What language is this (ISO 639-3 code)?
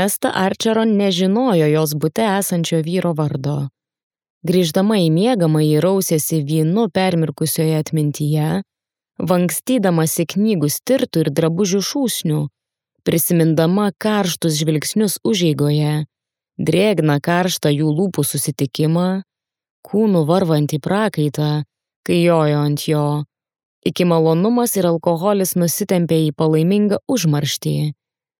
lit